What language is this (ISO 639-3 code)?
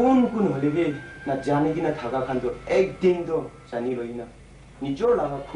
nag